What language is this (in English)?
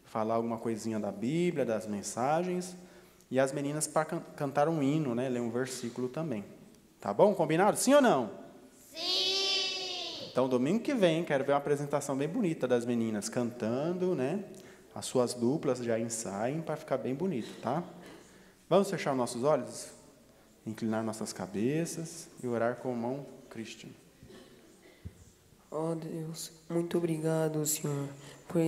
Portuguese